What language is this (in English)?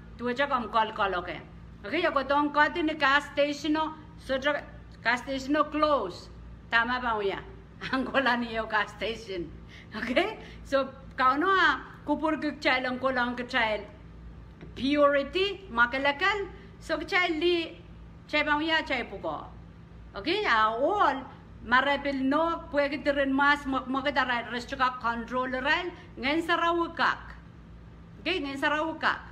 Pohnpeian